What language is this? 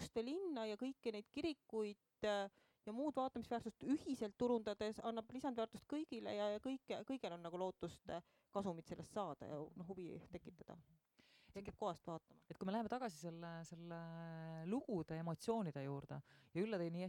Estonian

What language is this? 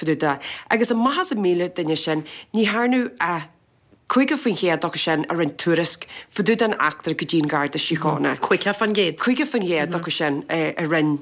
Irish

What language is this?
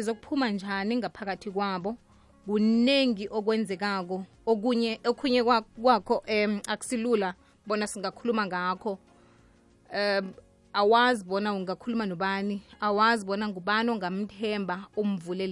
South Ndebele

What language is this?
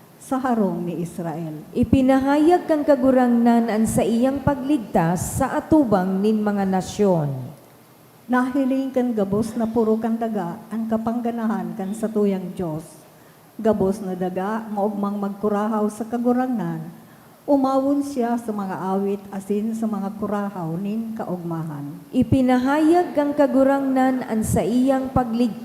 Bikol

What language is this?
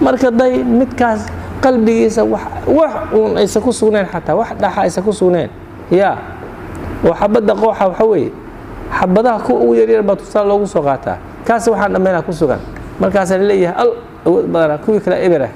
Somali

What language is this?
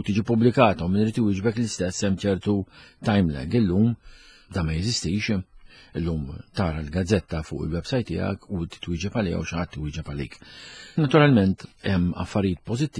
Maltese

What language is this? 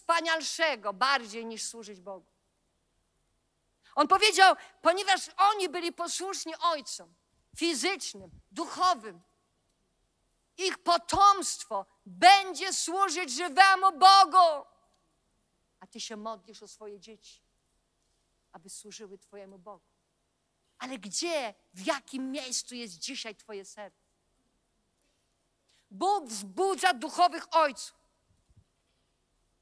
Polish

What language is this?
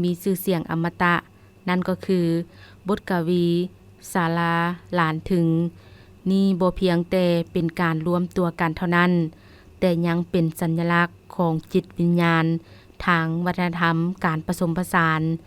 Lao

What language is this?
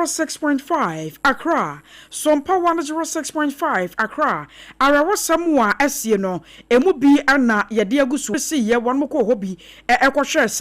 Akan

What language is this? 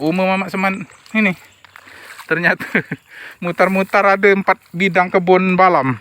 Musi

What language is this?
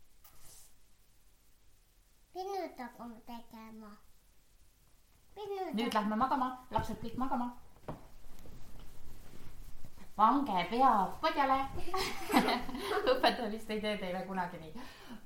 Estonian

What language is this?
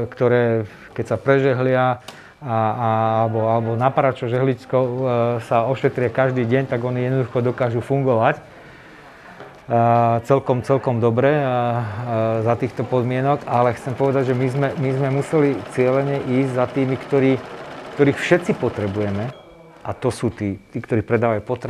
Slovak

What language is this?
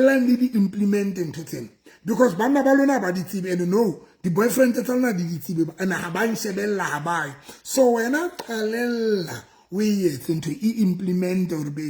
Southern Sotho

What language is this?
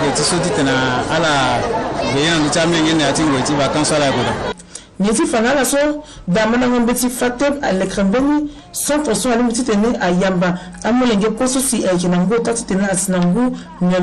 Sango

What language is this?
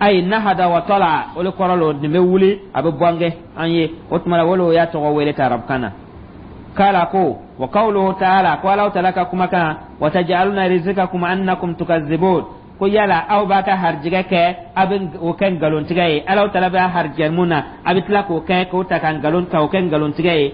Dyula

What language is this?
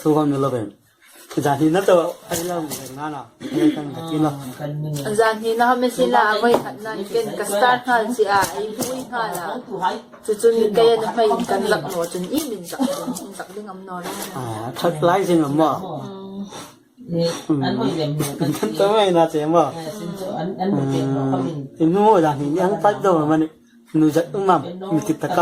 Hmar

